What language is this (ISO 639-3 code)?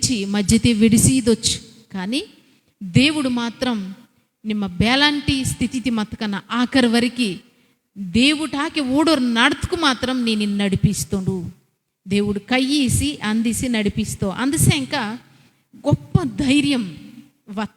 kff